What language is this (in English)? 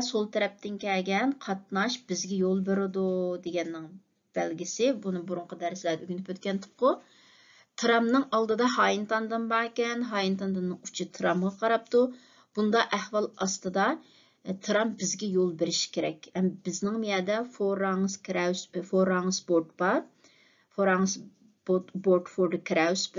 Uyghur